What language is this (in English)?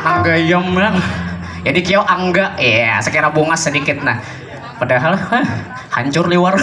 Banjar